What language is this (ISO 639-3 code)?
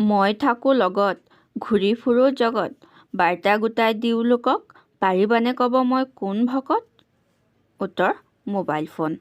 asm